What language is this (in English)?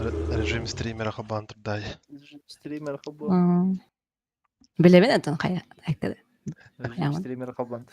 Yakut